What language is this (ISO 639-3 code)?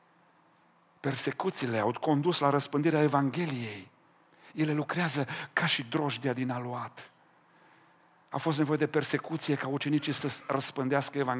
ron